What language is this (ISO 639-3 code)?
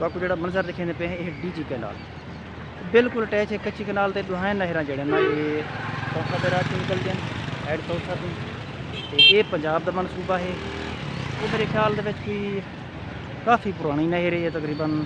skr